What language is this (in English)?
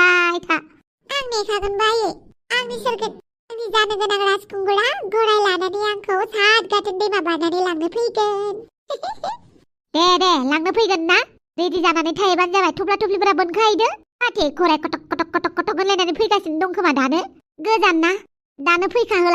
Bodo